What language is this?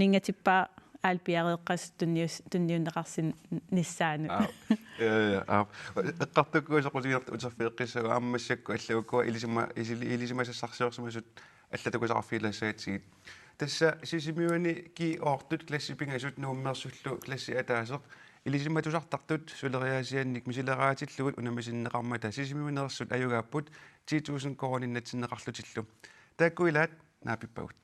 Kalaallisut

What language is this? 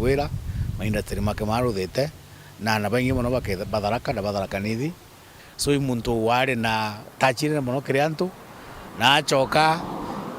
Meru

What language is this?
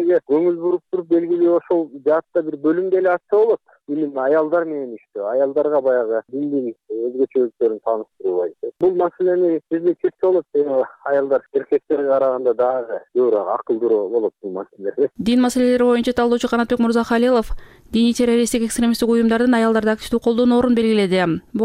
Kyrgyz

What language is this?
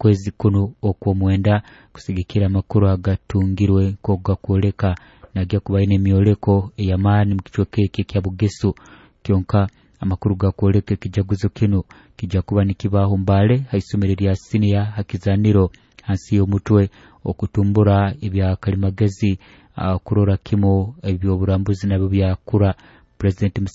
Nyoro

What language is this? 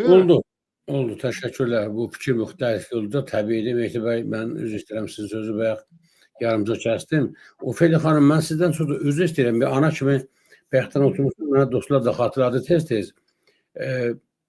Azerbaijani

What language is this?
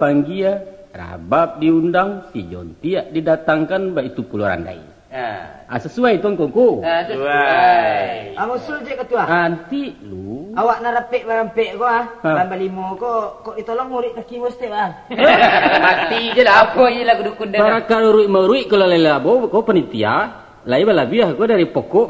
Minangkabau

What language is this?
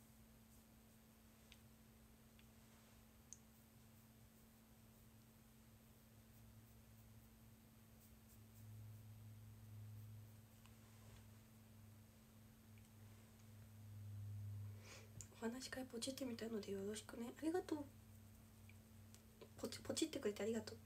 Japanese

